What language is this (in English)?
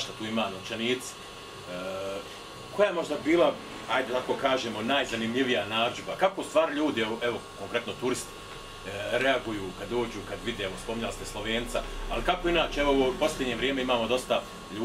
Bosnian